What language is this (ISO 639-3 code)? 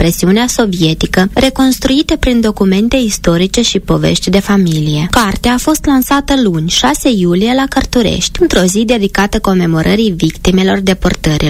ron